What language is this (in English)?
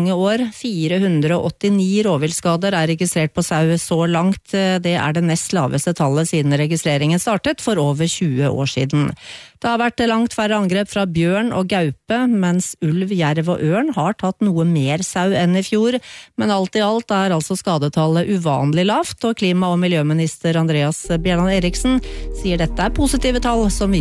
Norwegian